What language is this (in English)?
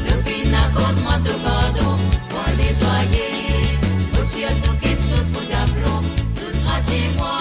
Morisyen